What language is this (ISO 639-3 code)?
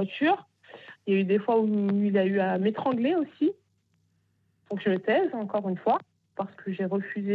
fra